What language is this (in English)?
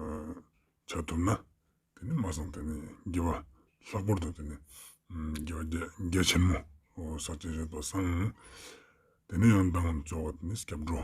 Ladakhi